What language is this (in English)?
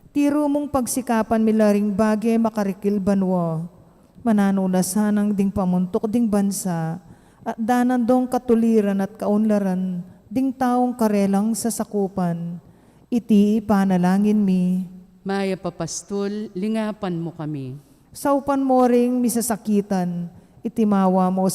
Pampanga